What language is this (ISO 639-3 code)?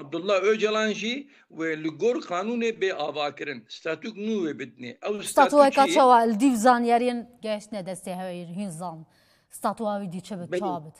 kur